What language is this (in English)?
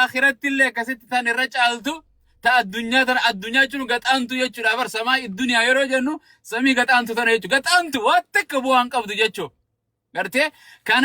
Oromo